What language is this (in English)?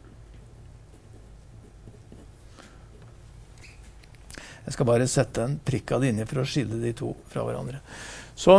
Norwegian